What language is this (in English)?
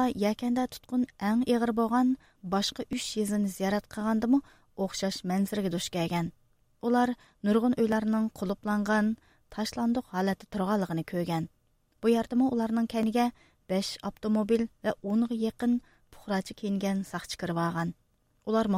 Uyghur